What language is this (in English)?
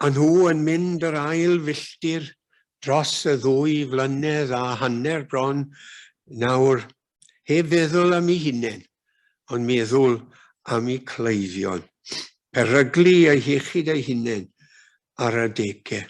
Welsh